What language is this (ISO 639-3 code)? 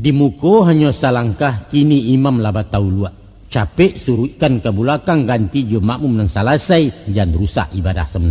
min